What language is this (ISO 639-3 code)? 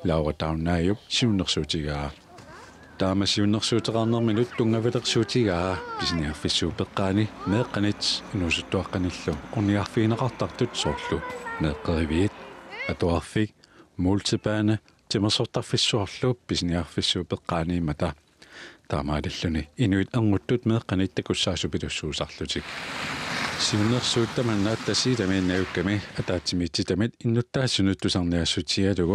kal